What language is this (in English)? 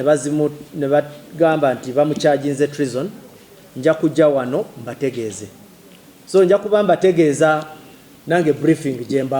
Nyankole